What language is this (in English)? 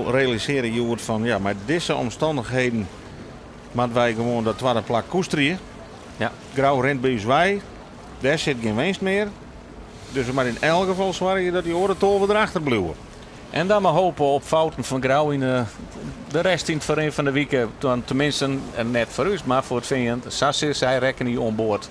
Western Frisian